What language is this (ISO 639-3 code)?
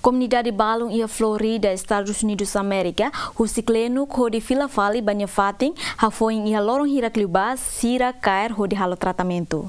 tet